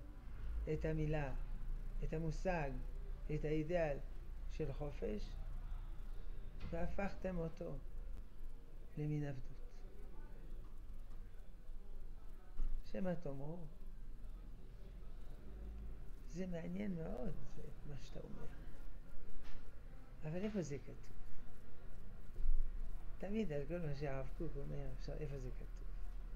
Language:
Hebrew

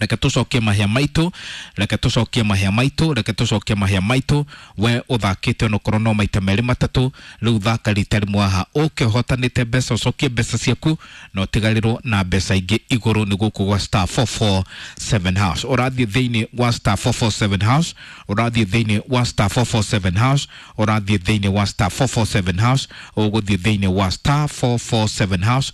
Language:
Kikuyu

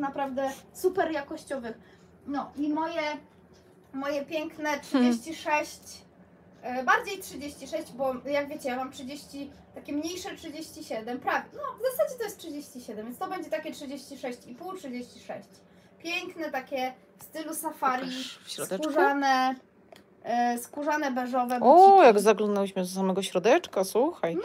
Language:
Polish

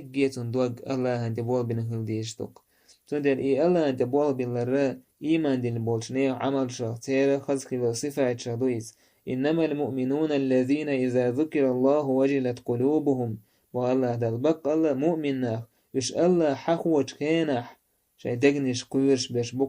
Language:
Chechen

